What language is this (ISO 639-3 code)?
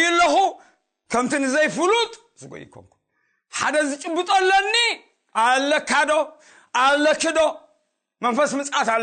tir